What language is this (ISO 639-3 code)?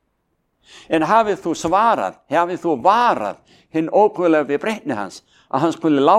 isl